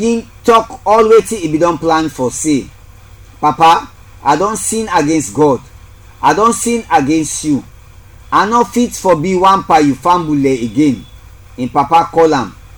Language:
Krio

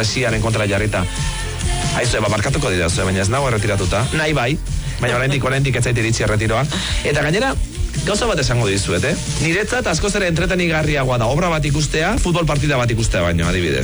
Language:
Basque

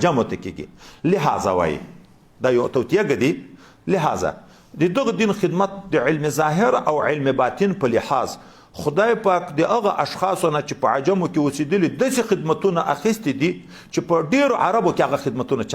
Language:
Pashto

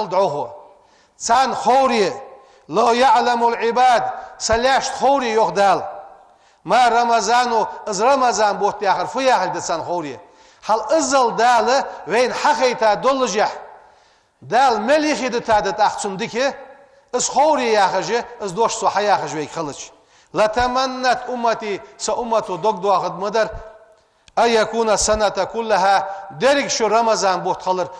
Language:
Ingush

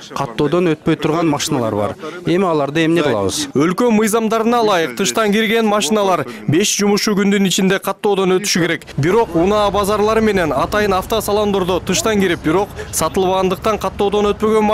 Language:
Kyrgyz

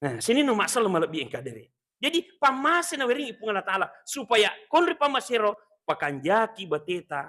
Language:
Buginese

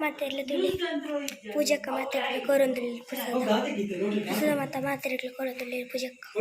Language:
Tulu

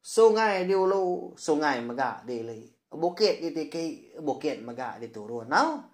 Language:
Iban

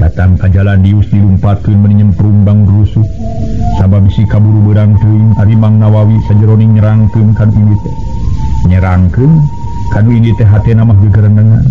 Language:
Sundanese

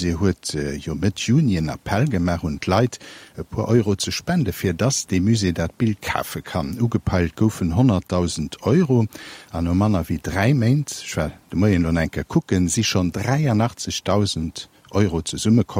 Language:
Luxembourgish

